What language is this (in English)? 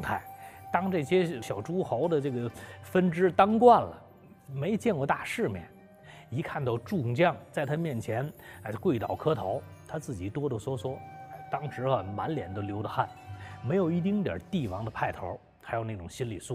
Chinese